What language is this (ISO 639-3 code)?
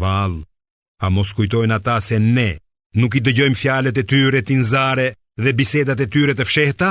sqi